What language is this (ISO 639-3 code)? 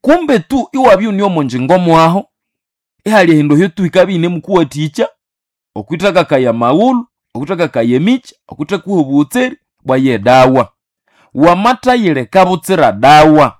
nnb